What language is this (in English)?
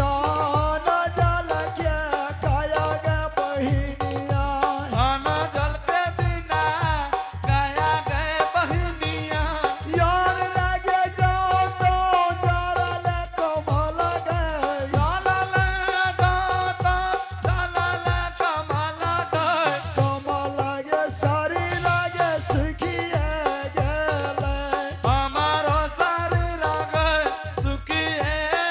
Angika